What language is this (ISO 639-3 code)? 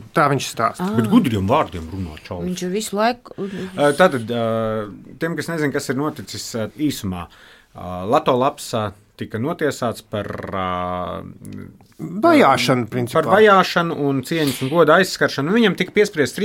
lav